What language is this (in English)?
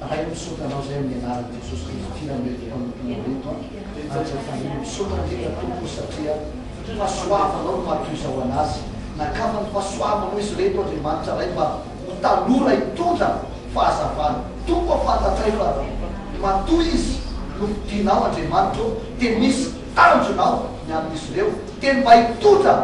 Malagasy